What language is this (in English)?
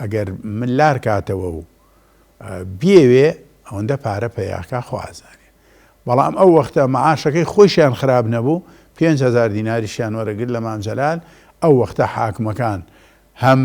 Central Kurdish